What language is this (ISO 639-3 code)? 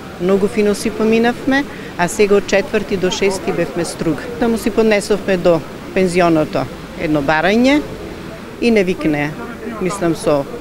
mkd